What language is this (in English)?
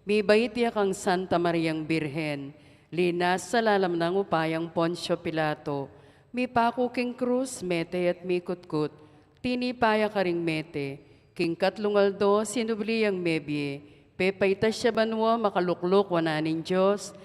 Pampanga